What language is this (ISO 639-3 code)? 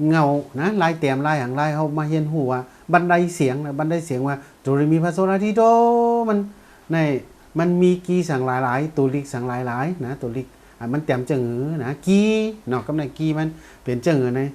shn